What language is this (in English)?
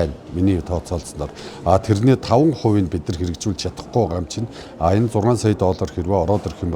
Mongolian